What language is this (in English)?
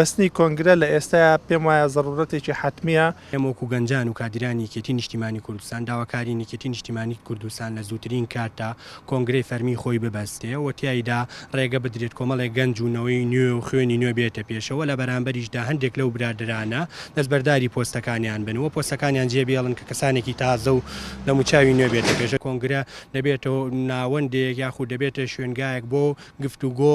Central Kurdish